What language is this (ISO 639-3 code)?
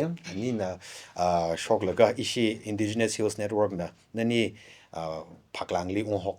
nmf